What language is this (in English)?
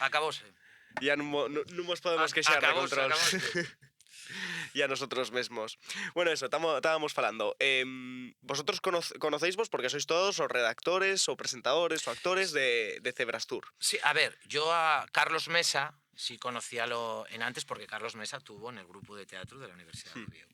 Asturian